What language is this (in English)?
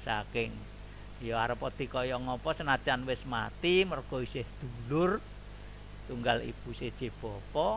Javanese